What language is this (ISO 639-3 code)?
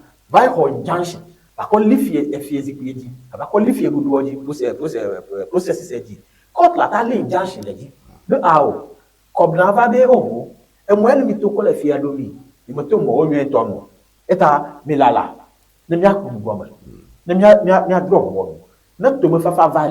ewe